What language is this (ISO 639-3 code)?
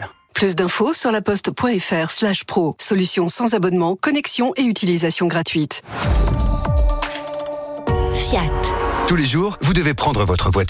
fra